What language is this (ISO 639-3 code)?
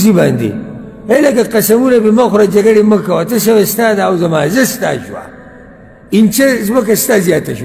pus